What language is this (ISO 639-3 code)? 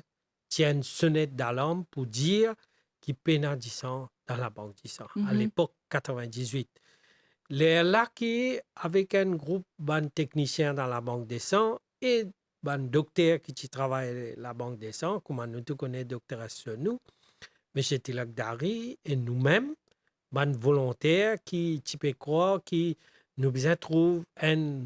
mfe